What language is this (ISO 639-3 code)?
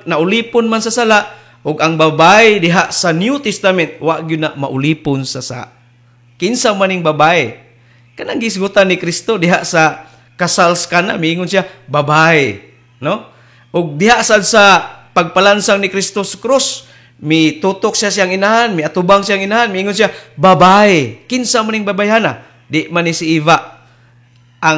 ceb